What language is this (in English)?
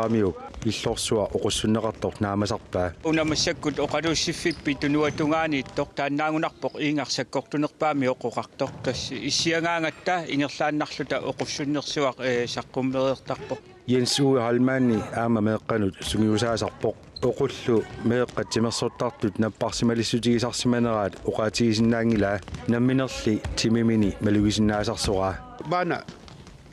Kalaallisut